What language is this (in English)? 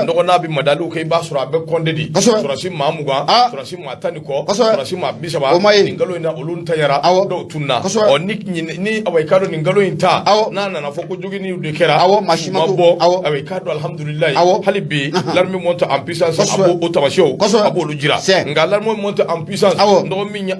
Bambara